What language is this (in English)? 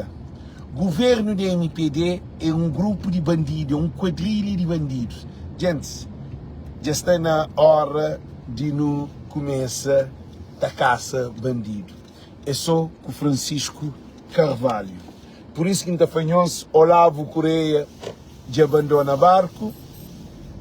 Kabuverdianu